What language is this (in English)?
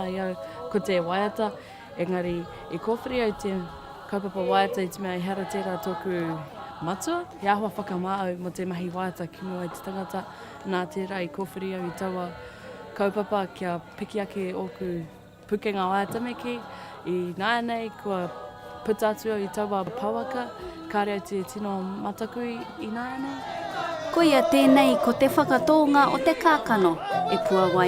Māori